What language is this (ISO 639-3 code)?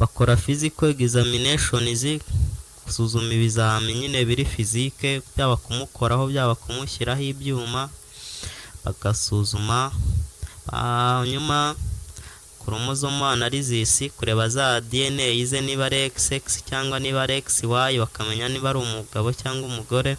kin